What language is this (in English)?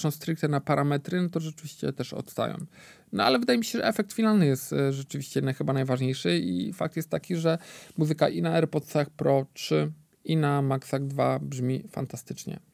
Polish